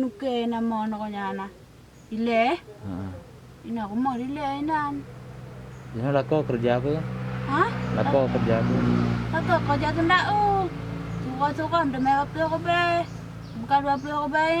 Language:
Achinese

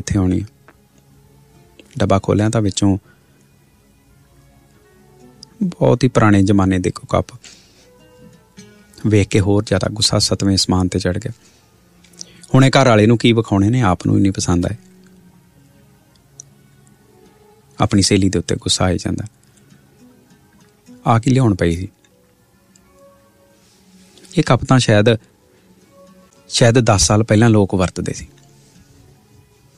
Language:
Punjabi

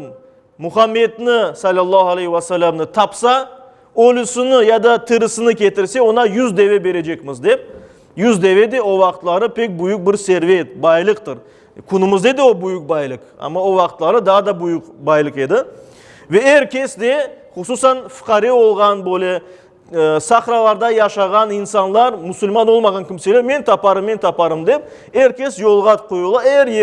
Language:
Crimean Tatar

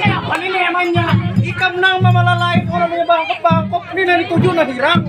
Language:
Banjar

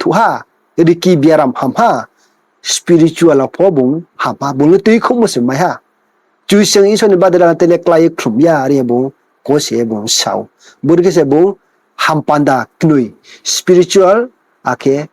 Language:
Riang (India)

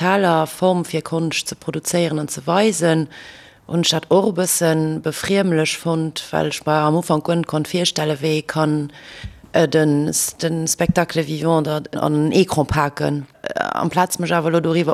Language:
Luxembourgish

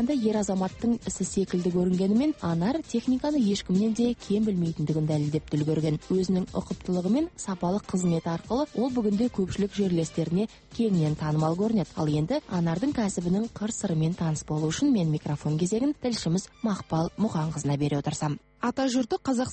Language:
Kazakh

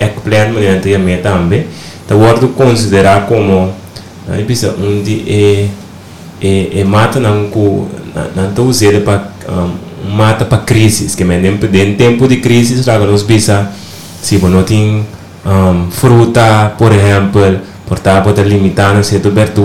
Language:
Papiamento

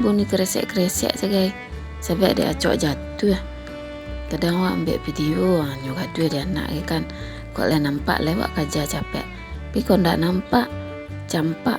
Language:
Minangkabau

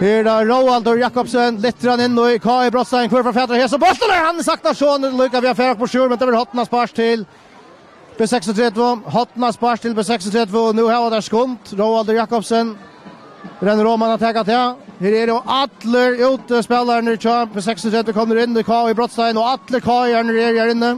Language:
Faroese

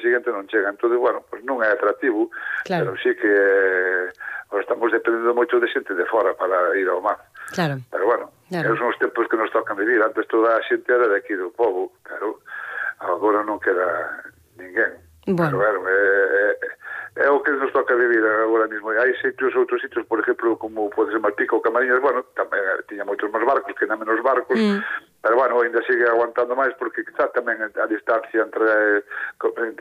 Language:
Galician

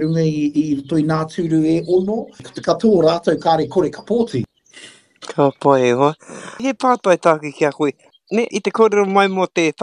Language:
Māori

